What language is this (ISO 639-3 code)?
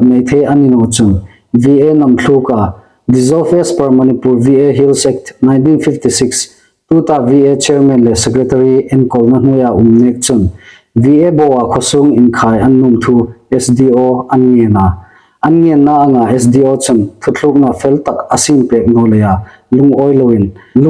hmr